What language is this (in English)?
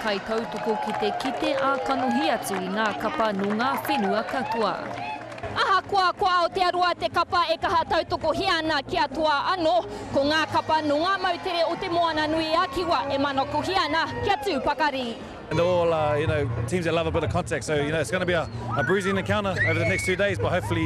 Māori